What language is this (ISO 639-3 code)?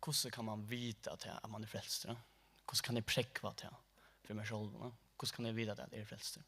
fao